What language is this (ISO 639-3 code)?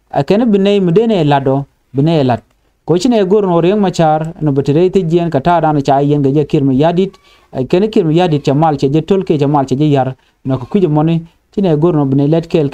nus